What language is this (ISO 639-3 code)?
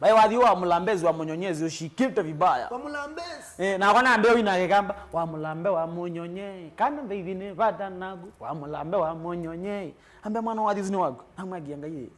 kam